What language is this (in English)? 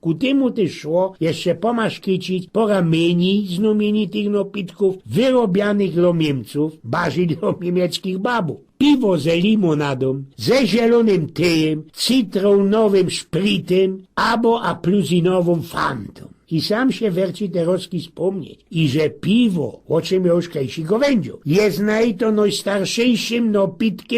Silesian